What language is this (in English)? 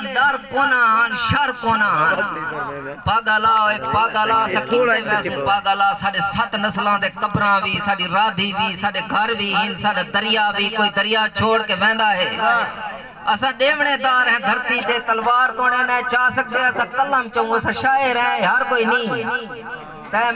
Saraiki